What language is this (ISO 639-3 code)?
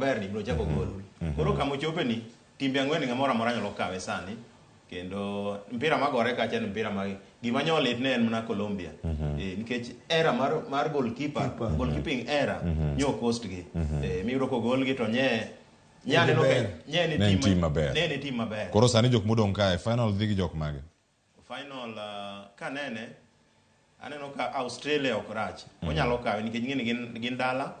luo